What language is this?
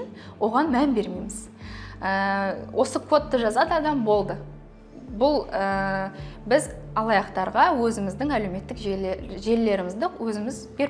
Kazakh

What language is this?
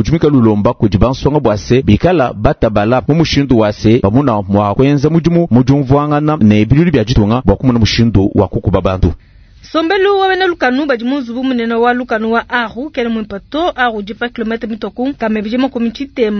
Luba-Lulua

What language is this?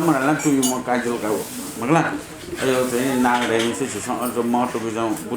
Newari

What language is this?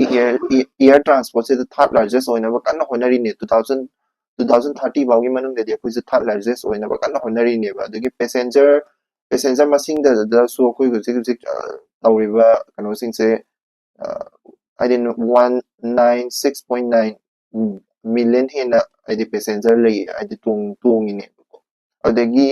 Manipuri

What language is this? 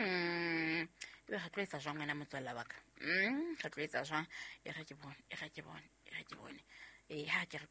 Southern Sotho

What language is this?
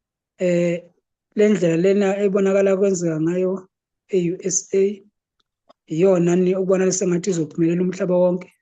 Zulu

